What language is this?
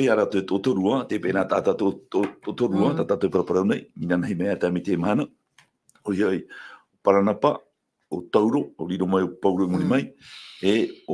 Tahitian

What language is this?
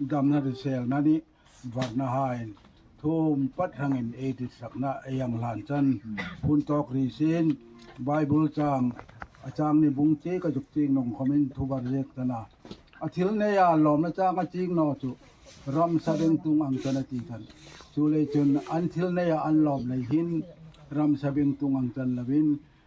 Hmar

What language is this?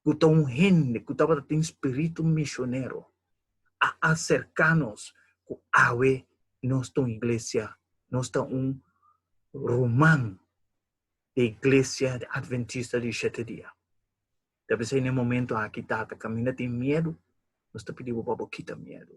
Papiamento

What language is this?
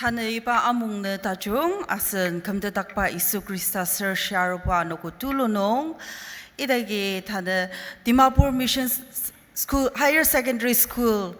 Ao Naga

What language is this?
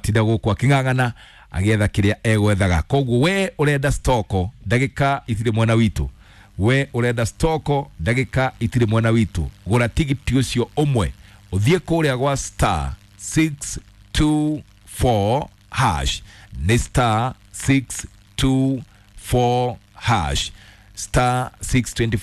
Kikuyu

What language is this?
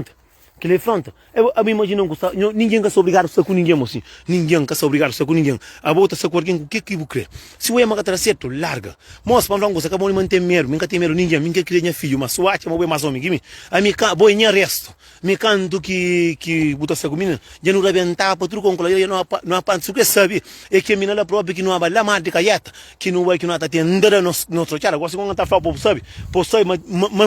Kabuverdianu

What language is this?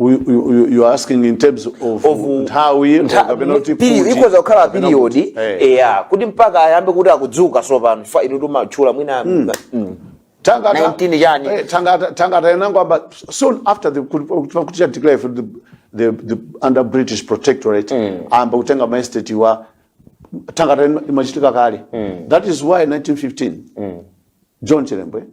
Nyanja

